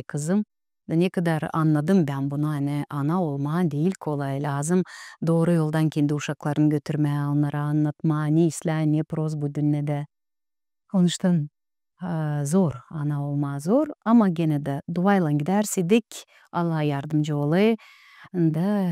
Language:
Gagauz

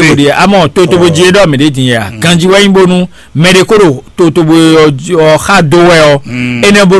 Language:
Fon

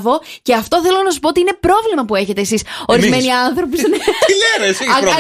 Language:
Greek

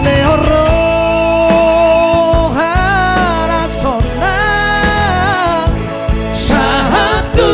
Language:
Batak Toba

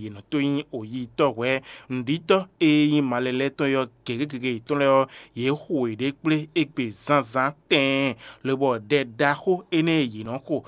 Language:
Fon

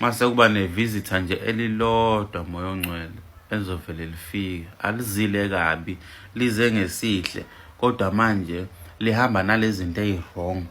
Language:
Zulu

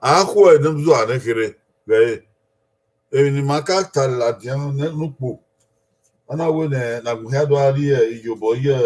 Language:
Bini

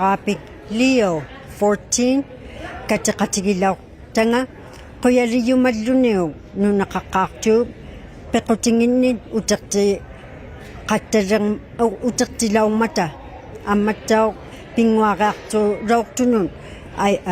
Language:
Inuktitut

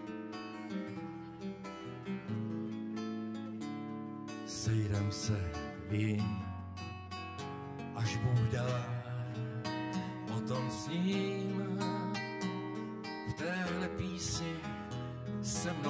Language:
Czech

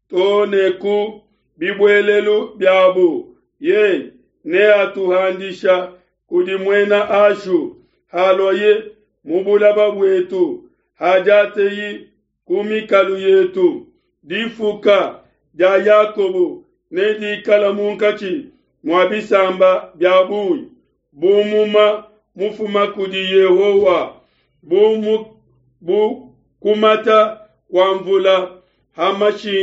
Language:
Luba-Lulua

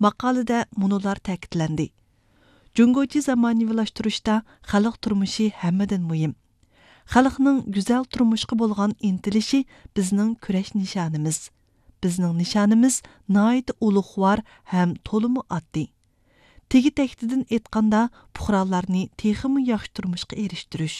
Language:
Uyghur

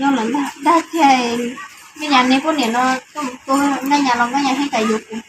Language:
Hmong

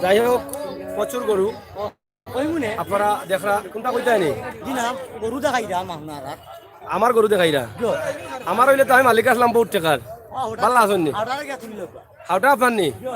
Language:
Sylheti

